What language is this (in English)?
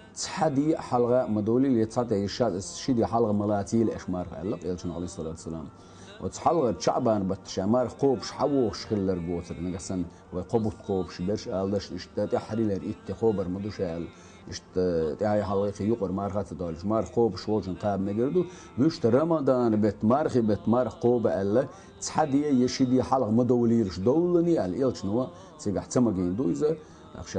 Chechen